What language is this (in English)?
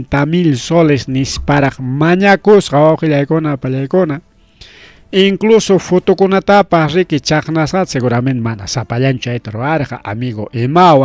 Ayacucho Quechua